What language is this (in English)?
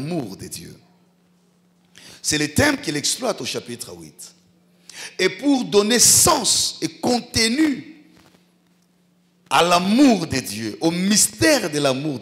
French